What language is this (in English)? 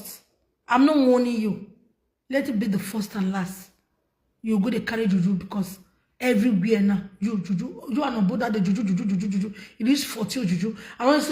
Nigerian Pidgin